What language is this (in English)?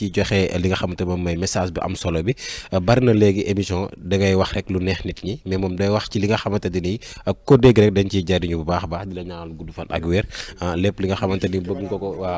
Wolof